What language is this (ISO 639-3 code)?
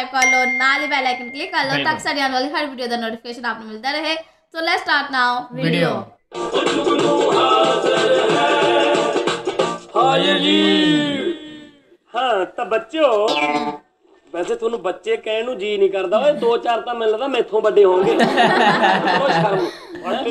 pan